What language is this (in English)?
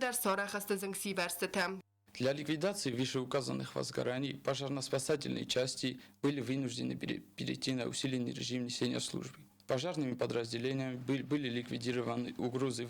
Ossetic